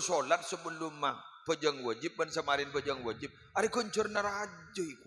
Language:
Madurese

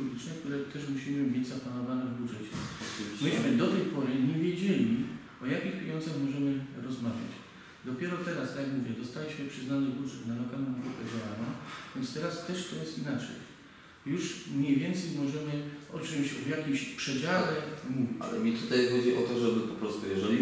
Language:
Polish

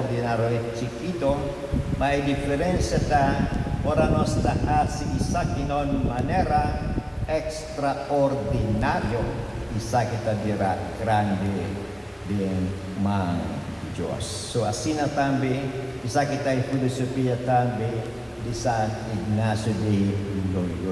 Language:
Papiamento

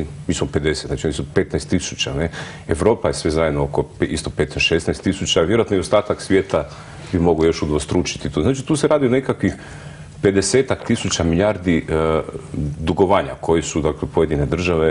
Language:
Croatian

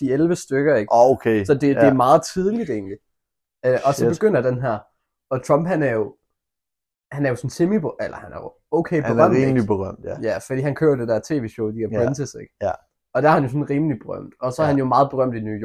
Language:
Danish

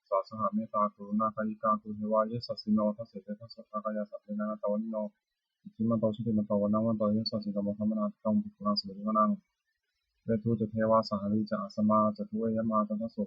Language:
Pali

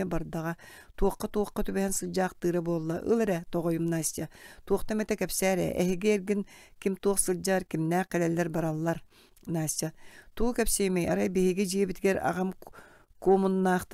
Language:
Yakut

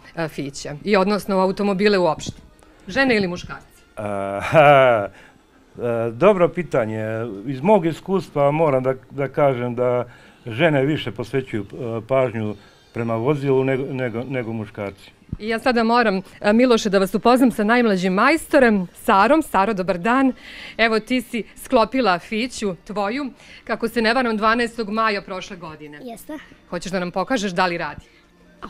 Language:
Serbian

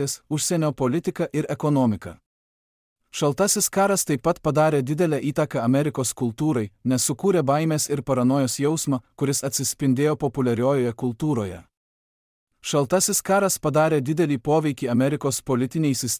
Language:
Lithuanian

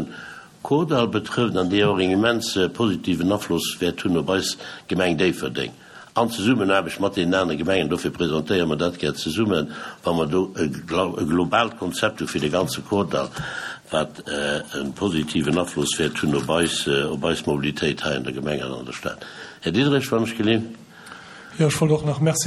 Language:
Luxembourgish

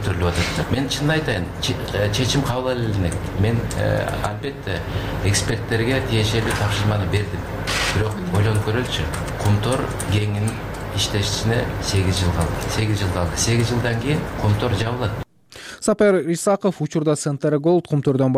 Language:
Kyrgyz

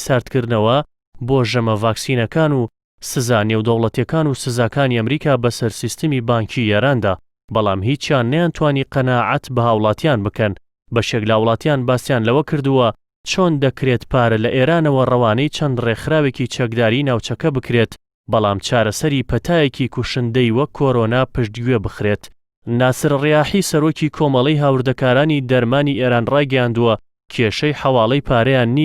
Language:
Central Kurdish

